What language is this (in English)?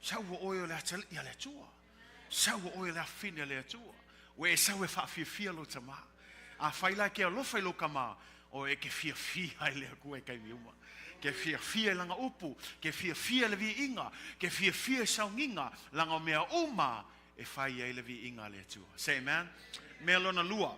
Samoan